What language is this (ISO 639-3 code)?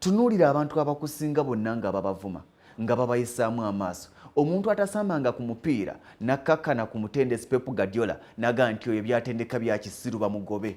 lug